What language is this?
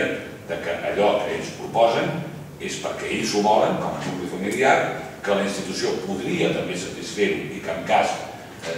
Catalan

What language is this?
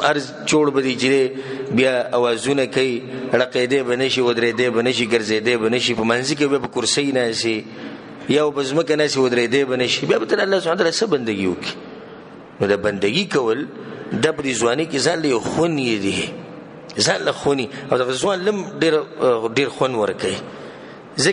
Pashto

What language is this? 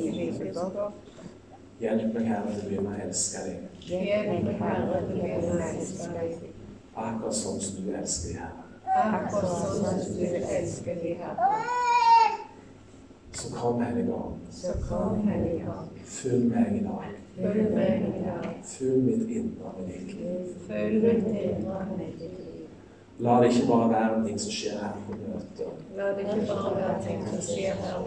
Norwegian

